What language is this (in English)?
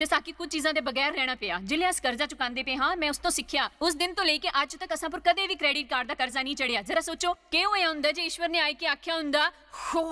Dogri